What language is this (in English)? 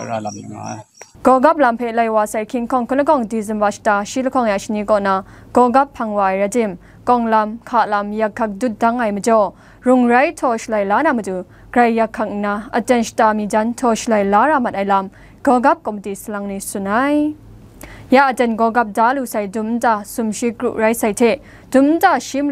Kachin